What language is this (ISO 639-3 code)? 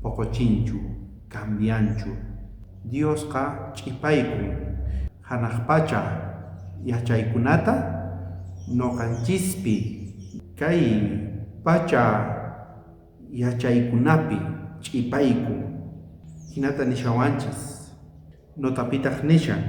quh